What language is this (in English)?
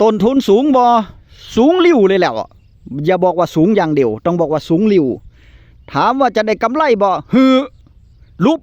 Northeastern Thai